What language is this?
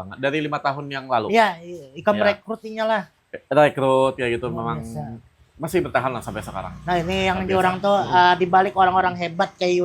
Banjar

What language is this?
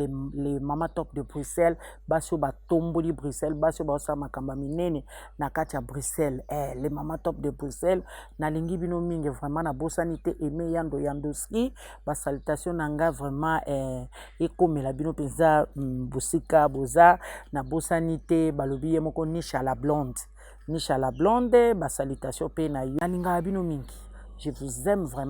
Lingala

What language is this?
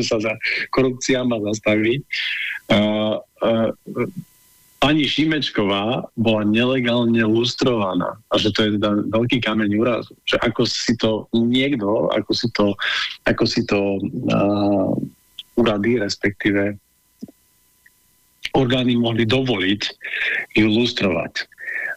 Slovak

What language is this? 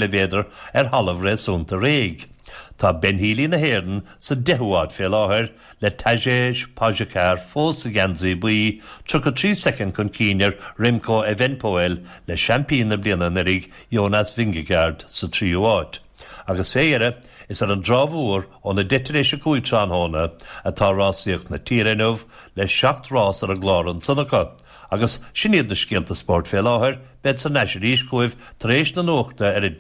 Irish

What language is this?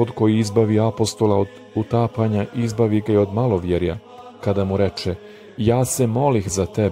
Serbian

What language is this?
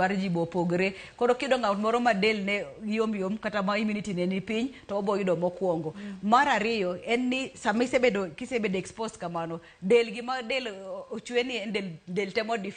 Luo (Kenya and Tanzania)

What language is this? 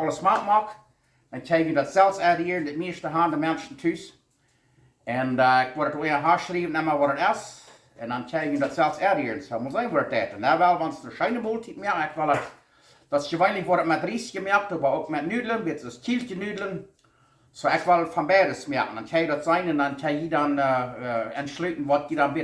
Plautdietsch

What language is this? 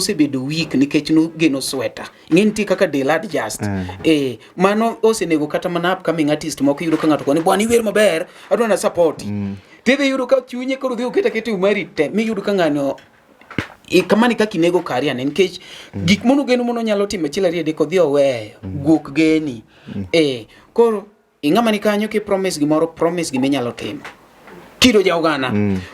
Luo (Kenya and Tanzania)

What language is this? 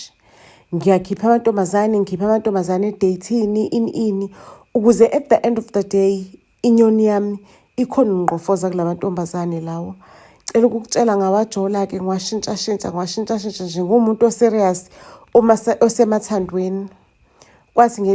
Zulu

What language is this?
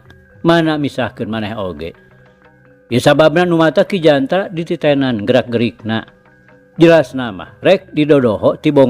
Sundanese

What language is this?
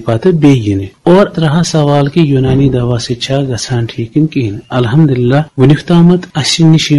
Kashmiri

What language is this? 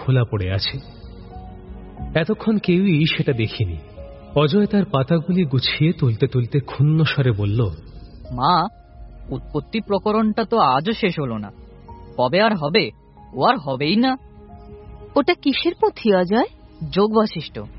Bangla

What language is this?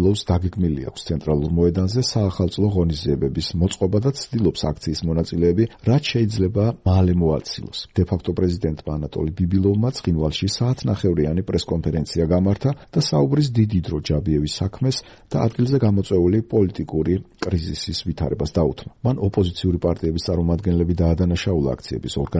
Georgian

